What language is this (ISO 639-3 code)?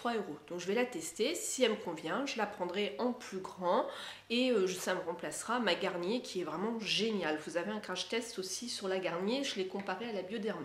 fra